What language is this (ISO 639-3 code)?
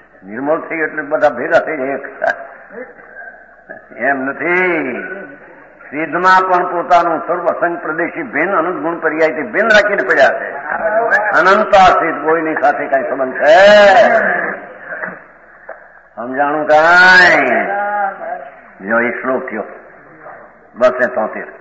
guj